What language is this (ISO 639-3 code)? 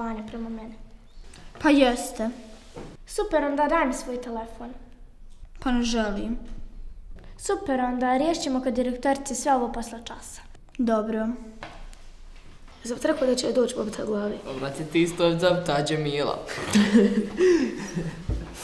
bos